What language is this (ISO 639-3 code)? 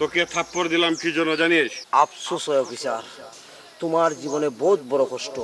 syl